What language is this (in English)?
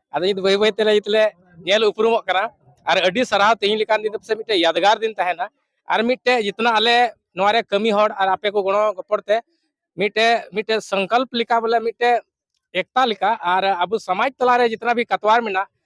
Santali